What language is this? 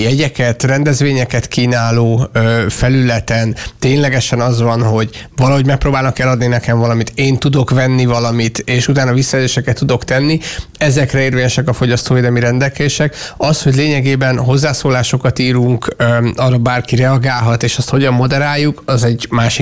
Hungarian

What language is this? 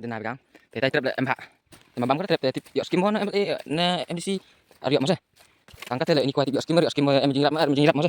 Khasi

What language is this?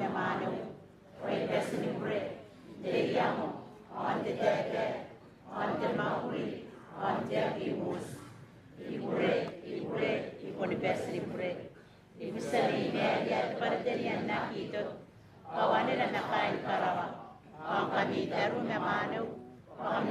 Gilbertese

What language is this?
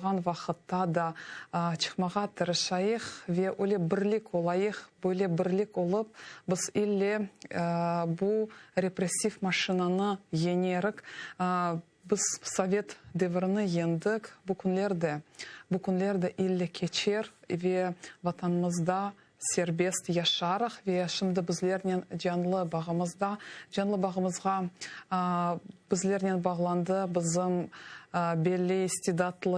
Crimean Tatar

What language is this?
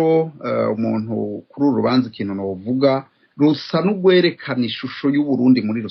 Rundi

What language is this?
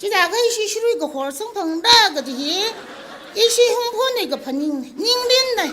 Tangkhul Naga (India)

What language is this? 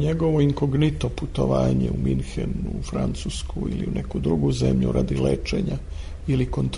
Serbian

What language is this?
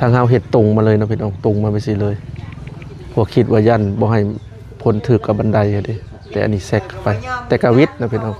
Lao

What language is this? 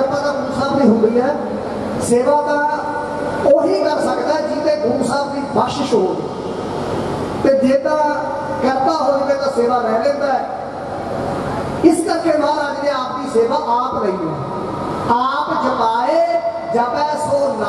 Punjabi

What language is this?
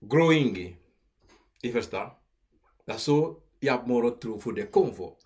Sranan Tongo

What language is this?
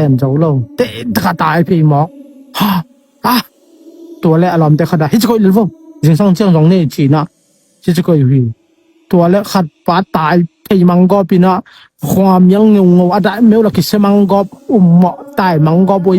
Tedim Chin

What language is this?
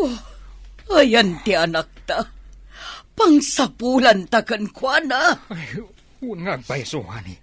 Iloko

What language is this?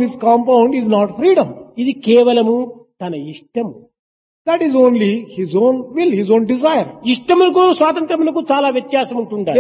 Telugu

